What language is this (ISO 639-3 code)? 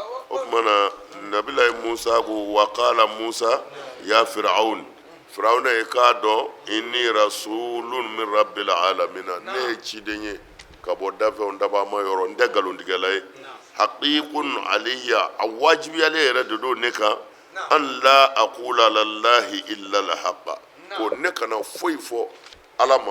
bam